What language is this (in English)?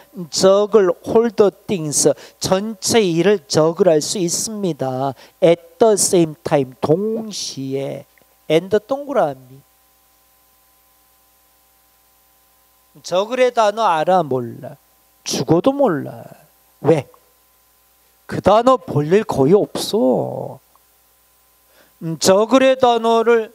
Korean